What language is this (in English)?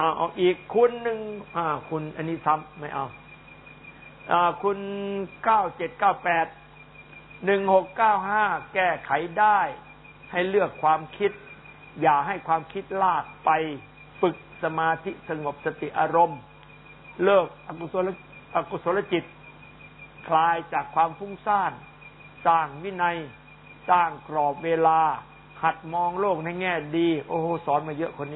Thai